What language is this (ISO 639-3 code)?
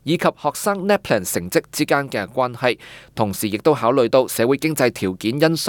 yue